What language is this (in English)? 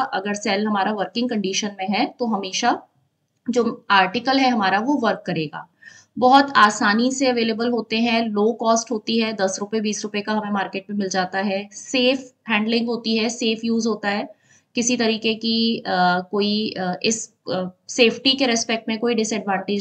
Hindi